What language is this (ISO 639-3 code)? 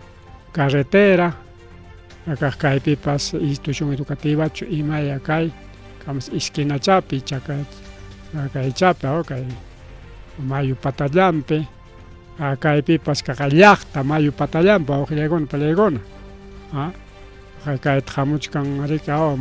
quy